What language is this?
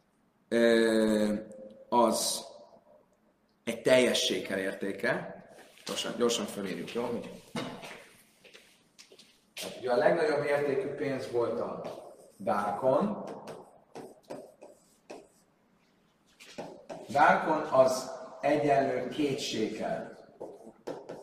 Hungarian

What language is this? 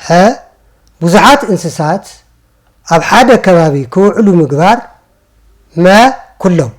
Tigrinya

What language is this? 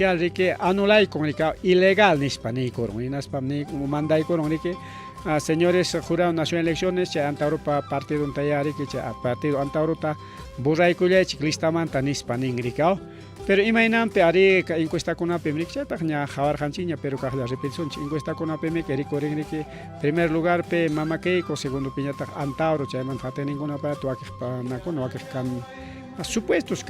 Ayacucho Quechua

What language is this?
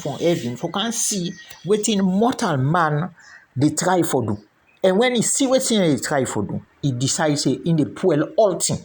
Krio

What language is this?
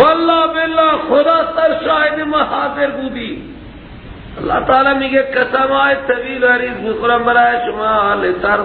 Persian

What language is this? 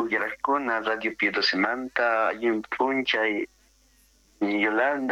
South Bolivian Quechua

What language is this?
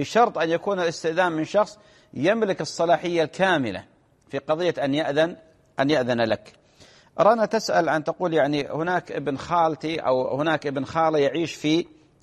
Arabic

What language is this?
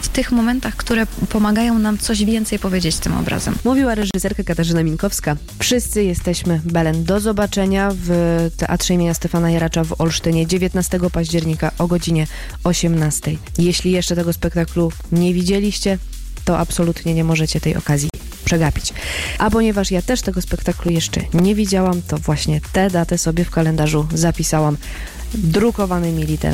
Polish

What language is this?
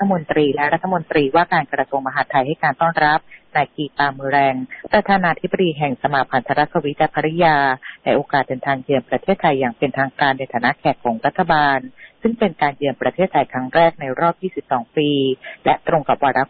Thai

